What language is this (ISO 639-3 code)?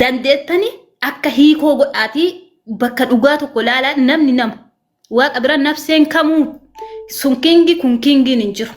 orm